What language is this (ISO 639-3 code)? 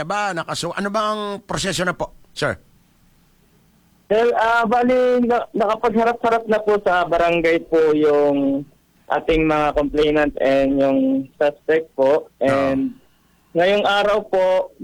fil